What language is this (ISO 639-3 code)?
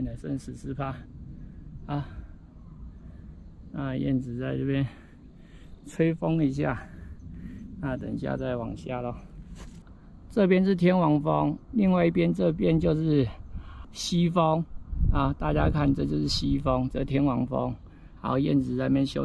zho